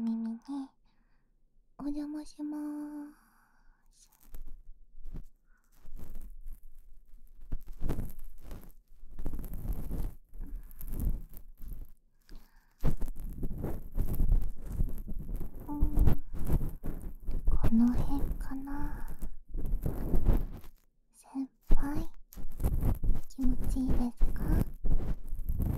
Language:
Japanese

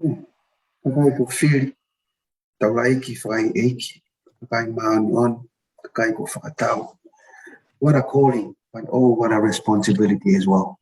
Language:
Tongan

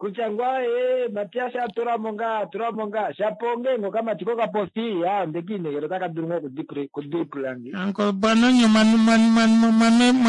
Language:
Kuanyama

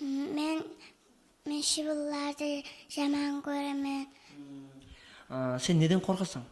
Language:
Kara-Kalpak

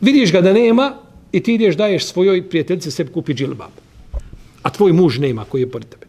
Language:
Bosnian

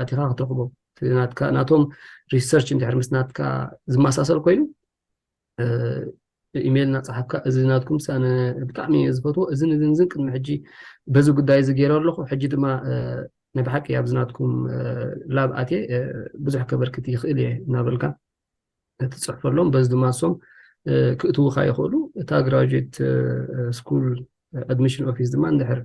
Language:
Tigrinya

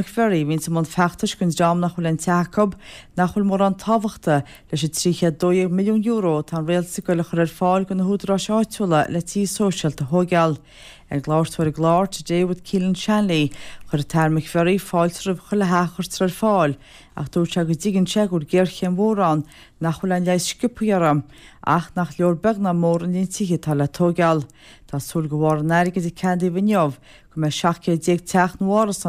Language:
Irish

